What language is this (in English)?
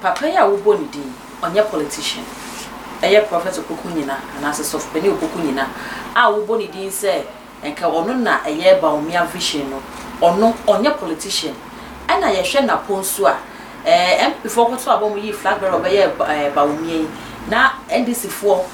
Akan